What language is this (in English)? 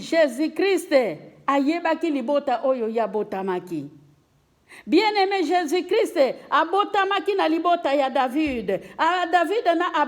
Lingala